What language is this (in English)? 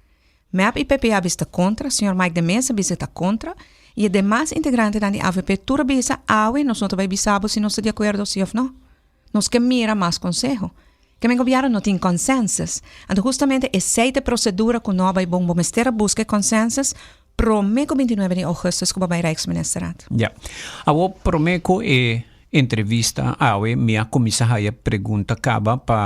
Papiamento